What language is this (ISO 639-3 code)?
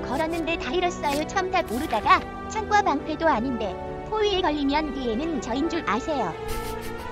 kor